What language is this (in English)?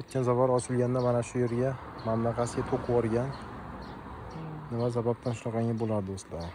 Uzbek